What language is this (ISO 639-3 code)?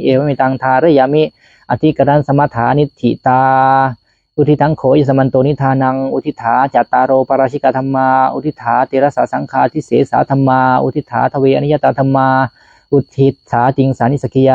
pli